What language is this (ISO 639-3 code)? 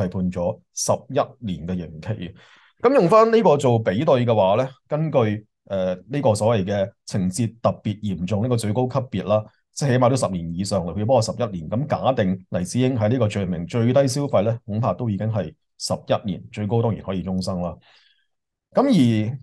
yue